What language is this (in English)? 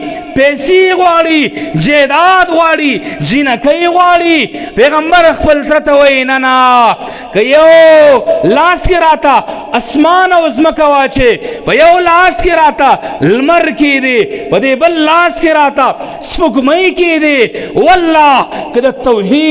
Pashto